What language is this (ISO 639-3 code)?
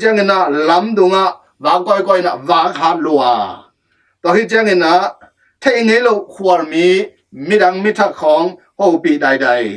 ctd